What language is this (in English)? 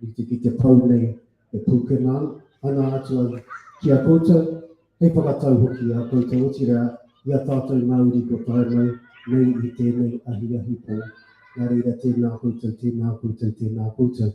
Māori